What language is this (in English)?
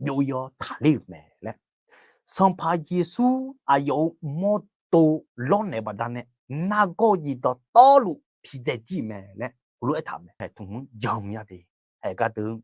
Akha